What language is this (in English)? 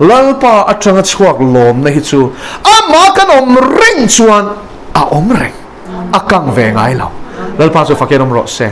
Mizo